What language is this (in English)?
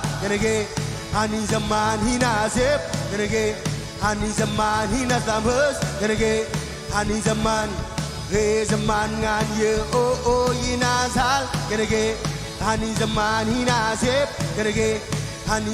Marshallese